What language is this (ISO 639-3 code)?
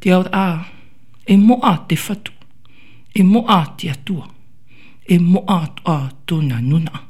tah